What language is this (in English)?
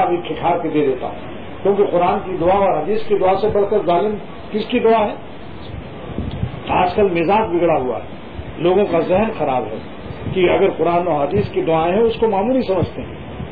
Urdu